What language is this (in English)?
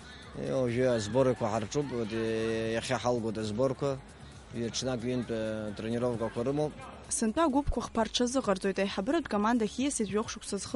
Abkhazian